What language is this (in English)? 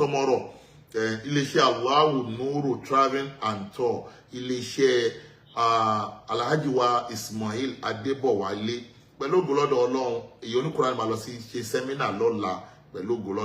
Yoruba